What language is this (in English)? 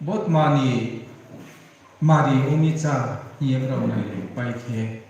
Riang (India)